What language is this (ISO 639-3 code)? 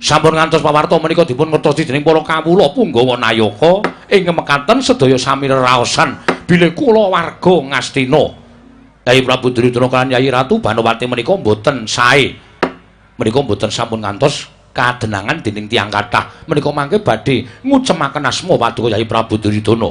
jav